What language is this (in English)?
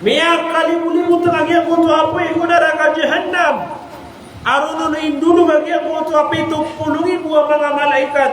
Maranao